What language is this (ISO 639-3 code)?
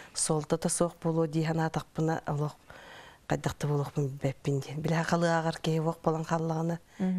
sah